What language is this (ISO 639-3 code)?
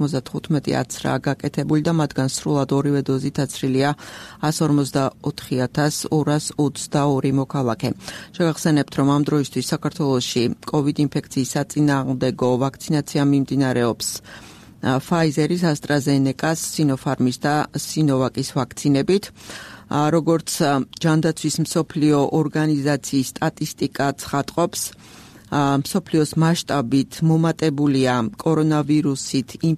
kat